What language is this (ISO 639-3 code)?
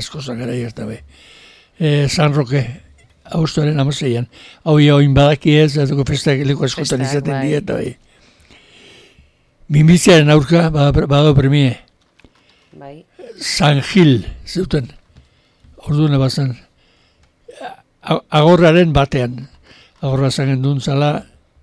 eus